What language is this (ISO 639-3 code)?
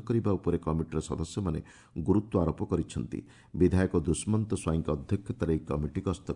ori